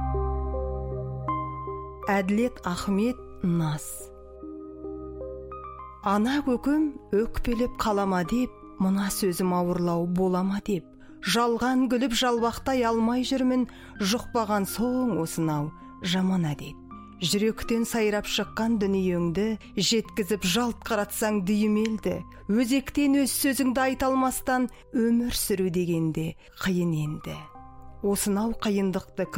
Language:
Kazakh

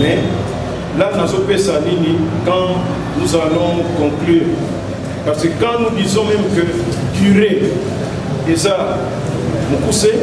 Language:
Lingala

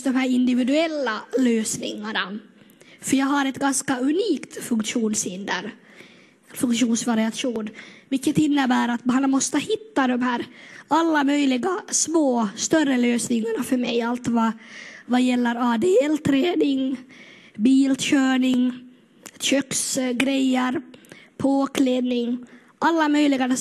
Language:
Swedish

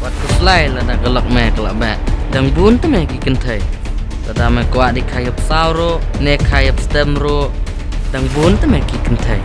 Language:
Khasi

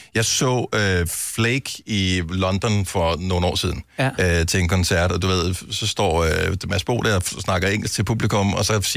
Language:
Danish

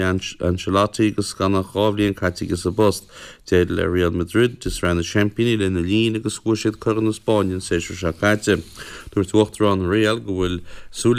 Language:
Irish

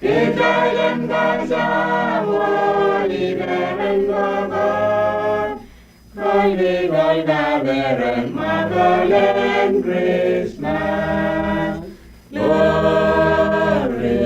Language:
Pohnpeian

